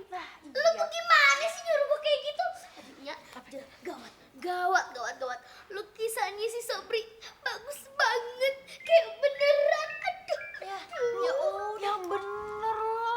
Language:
Betawi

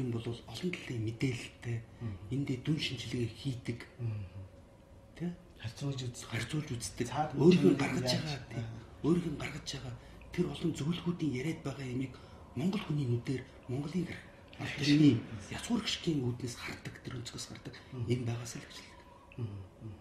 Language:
Mongolian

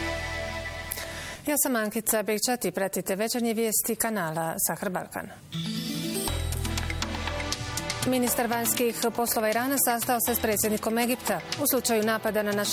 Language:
Bosnian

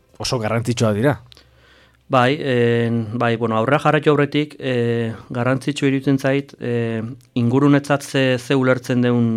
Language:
Basque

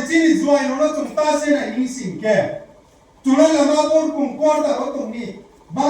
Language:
Riang (India)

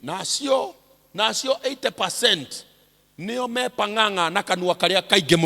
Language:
Kikuyu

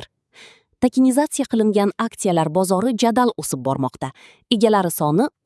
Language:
Uzbek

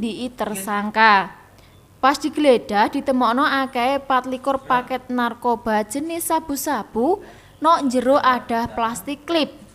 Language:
Javanese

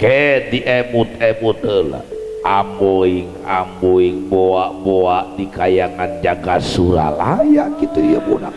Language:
Sundanese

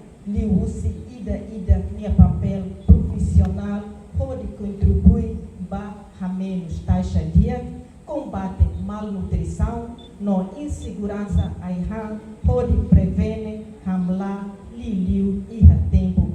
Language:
Tetum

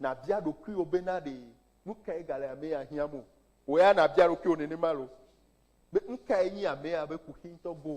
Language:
Ewe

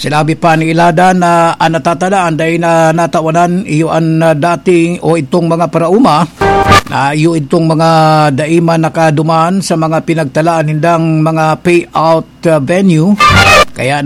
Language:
Bikol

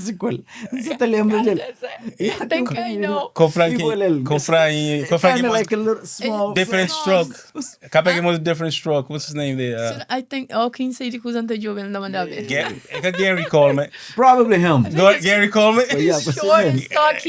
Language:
Kabuverdianu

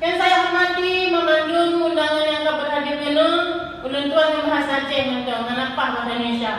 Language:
Achinese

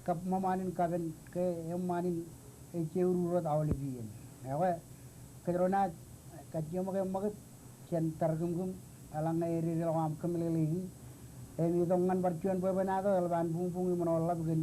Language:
Marshallese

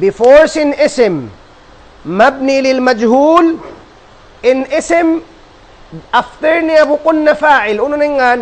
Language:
Tausug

